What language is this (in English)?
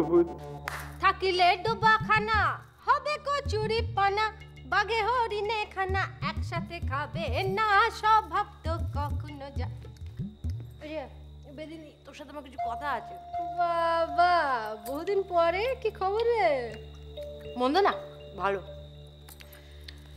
Bangla